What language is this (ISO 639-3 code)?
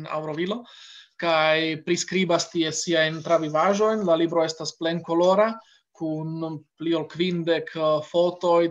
epo